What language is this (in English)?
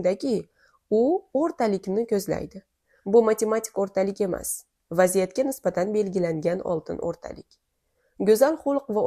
Uzbek